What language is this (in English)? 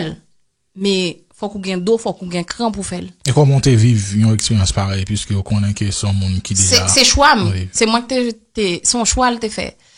Haitian Creole